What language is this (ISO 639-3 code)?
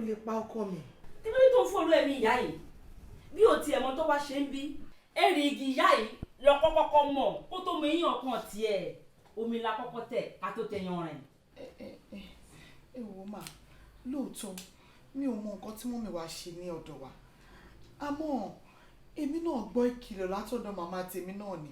yor